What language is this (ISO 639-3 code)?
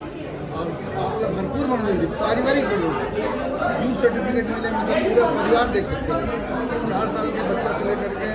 hne